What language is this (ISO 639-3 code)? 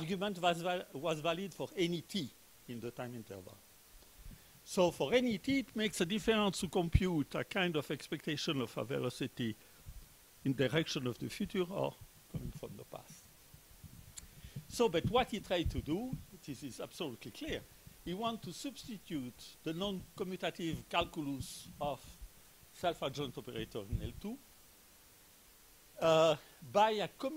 eng